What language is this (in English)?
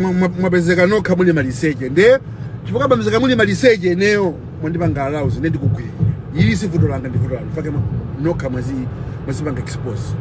Nyanja